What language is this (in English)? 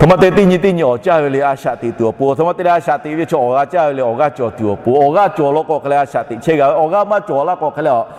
Lahu